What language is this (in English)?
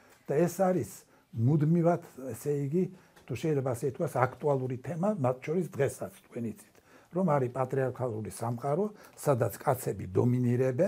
Georgian